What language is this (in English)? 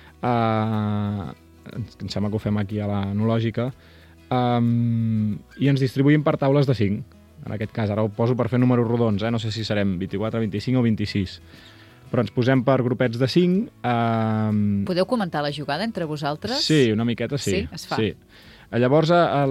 Catalan